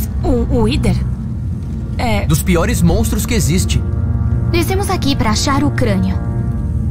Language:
Portuguese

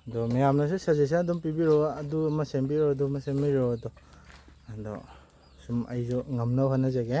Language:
Manipuri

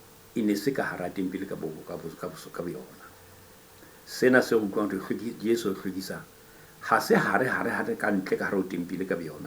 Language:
Southern Sotho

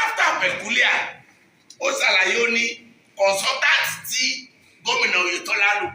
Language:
Yoruba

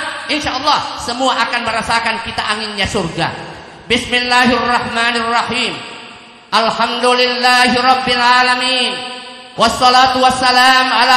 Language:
Buginese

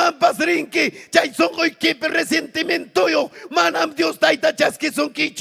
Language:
Ayacucho Quechua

